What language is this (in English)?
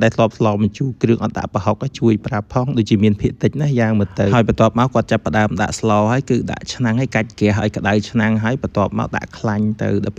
Khmer